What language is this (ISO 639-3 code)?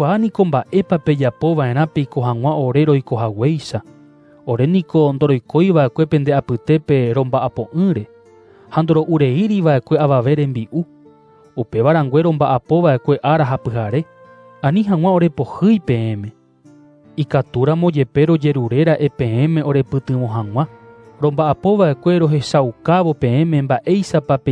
grn